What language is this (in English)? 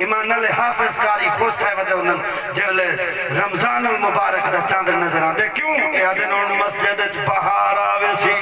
Saraiki